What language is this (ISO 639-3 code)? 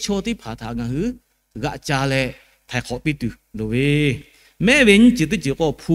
lhu